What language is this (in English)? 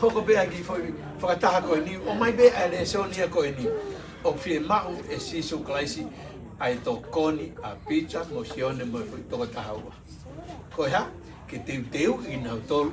Tongan